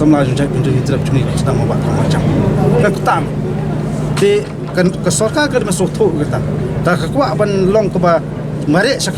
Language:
Khasi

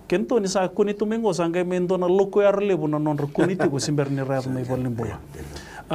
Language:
Fijian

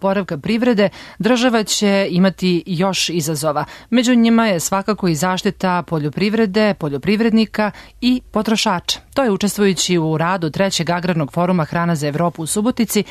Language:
Serbian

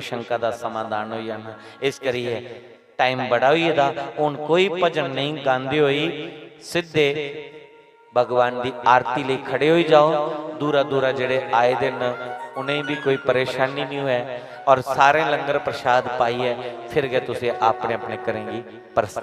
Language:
Dogri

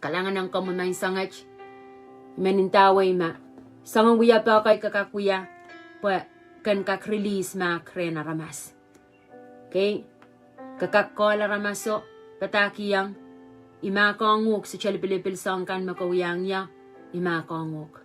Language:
Pohnpeian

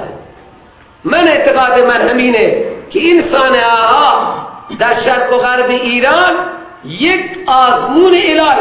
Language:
Persian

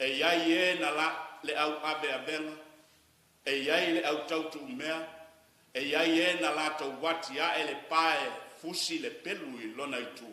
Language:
Samoan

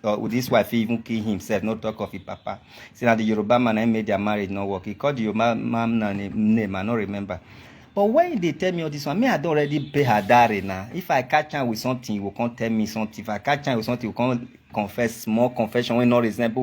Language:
Nigerian Pidgin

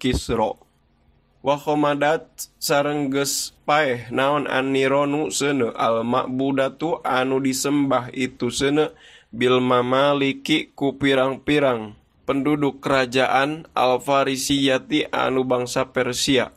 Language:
Sundanese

